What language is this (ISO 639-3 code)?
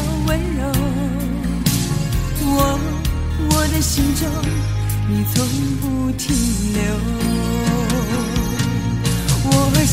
zho